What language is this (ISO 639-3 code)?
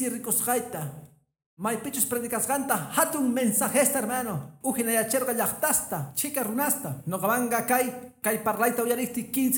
que